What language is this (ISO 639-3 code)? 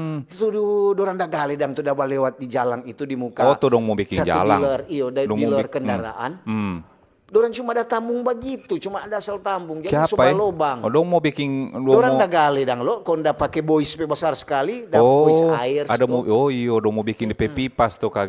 xmm